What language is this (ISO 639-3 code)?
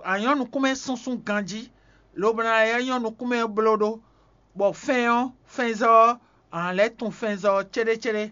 fon